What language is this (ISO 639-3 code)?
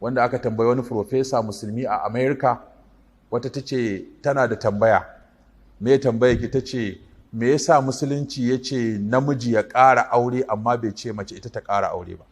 hau